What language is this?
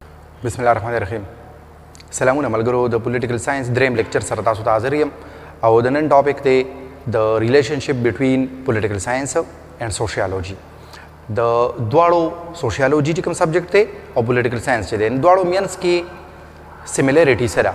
Pashto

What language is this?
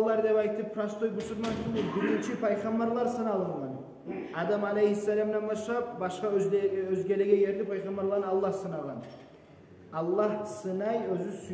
Kumyk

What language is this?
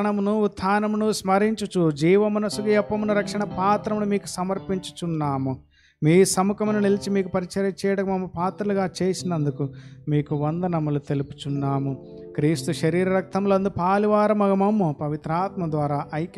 Telugu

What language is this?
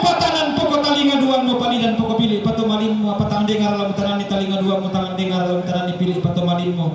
Toraja-Sa'dan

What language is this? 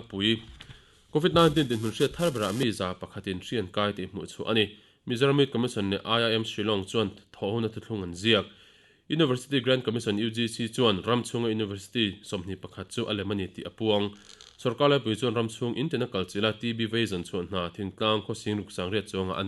Mizo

